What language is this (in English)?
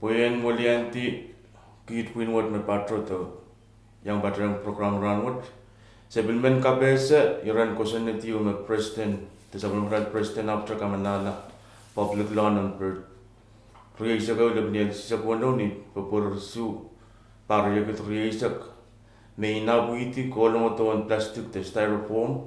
Pohnpeian